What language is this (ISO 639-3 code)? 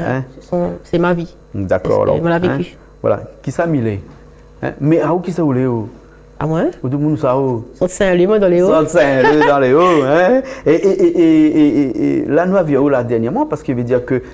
rcf